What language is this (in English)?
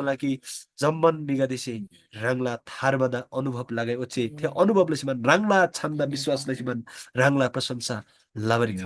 Eastern Tamang